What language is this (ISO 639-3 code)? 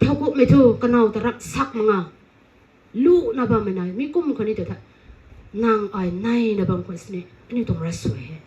nbu